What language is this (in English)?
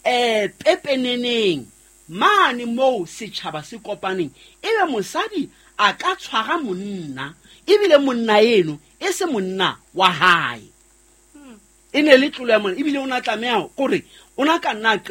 Southern Sotho